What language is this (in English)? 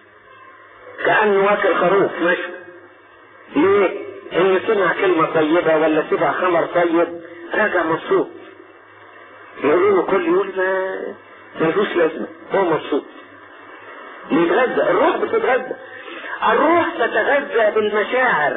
Egyptian Arabic